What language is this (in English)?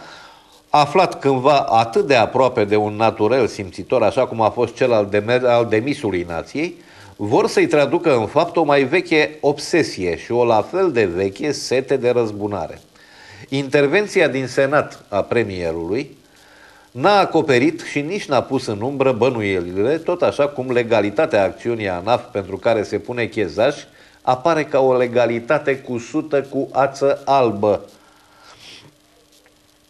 Romanian